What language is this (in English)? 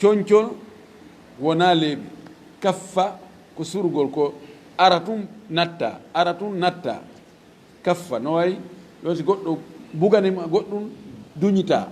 Fula